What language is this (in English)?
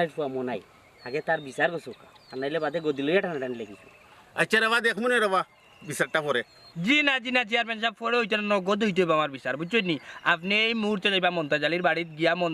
Sylheti